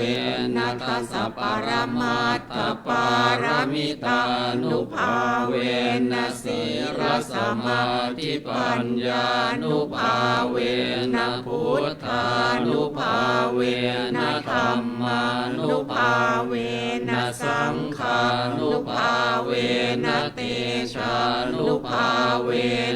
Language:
Pali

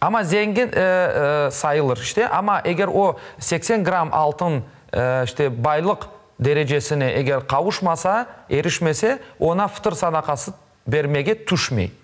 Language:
Crimean Tatar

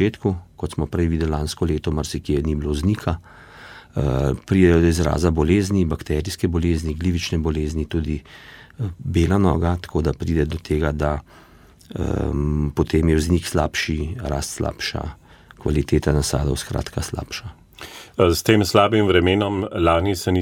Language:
Slovenian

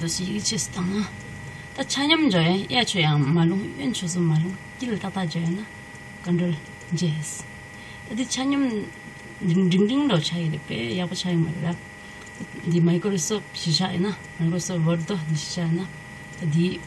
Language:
Tibetan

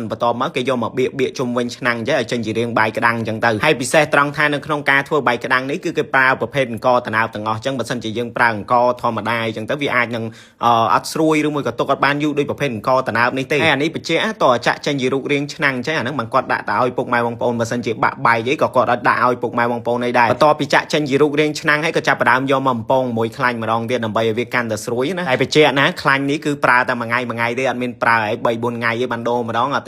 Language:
Khmer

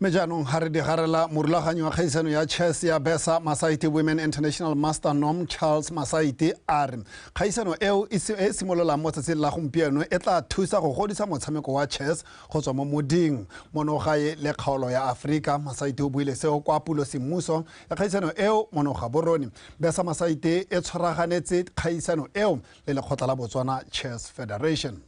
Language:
Tswana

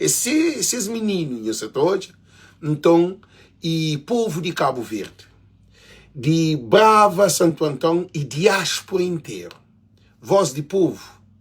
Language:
Kabuverdianu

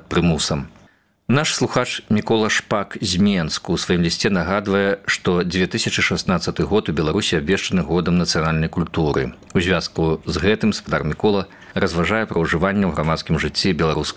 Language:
Belarusian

